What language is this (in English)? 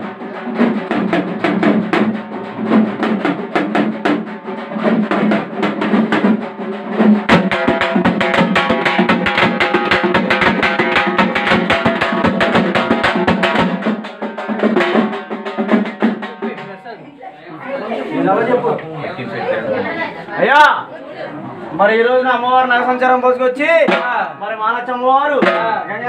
Telugu